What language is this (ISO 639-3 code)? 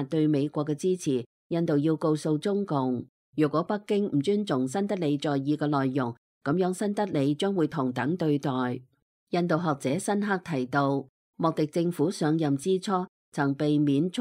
yue